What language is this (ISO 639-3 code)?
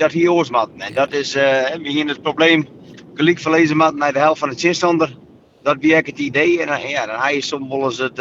fry